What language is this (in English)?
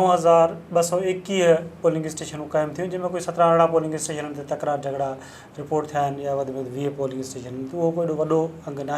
Sindhi